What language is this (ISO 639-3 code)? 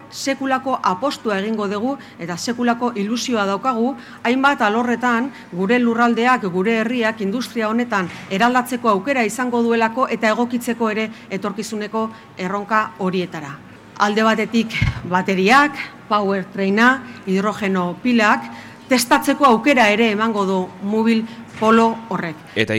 eus